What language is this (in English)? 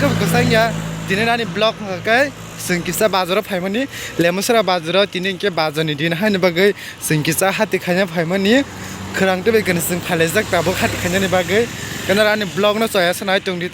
Kok Borok